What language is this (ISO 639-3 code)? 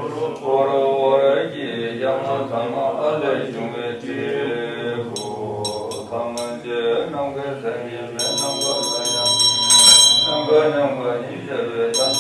bod